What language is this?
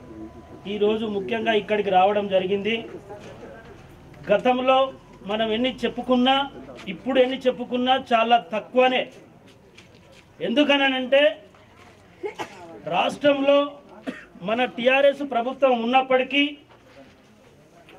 Telugu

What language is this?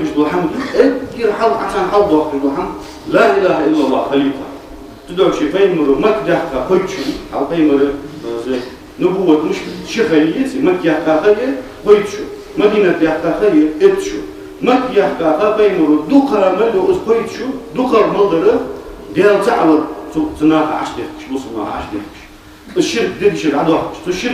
Ingush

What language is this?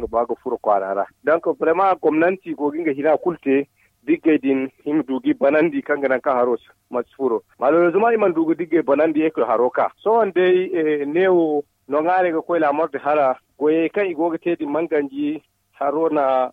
Zarma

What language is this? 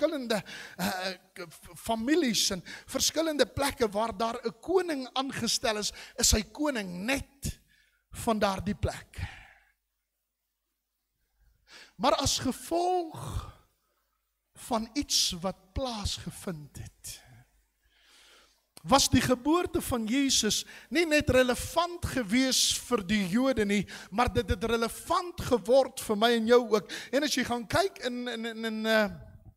Afrikaans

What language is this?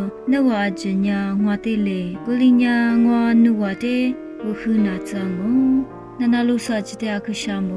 Lisu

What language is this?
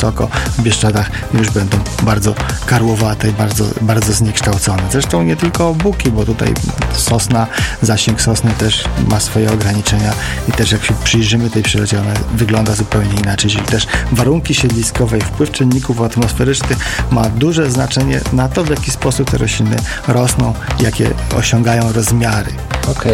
Polish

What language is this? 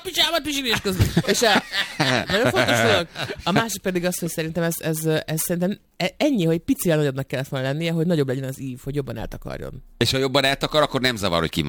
Hungarian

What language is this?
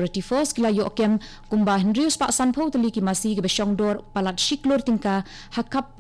Khasi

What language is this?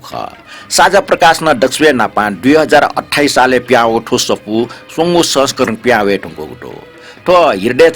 Newari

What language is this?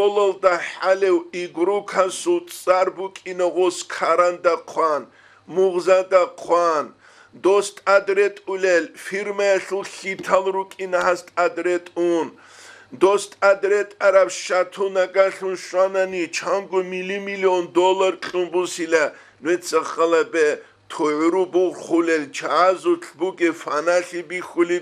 Avaric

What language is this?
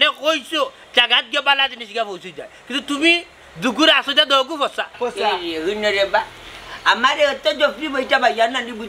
Sylheti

